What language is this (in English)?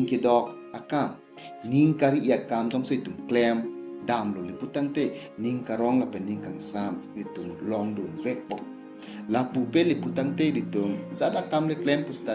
Karbi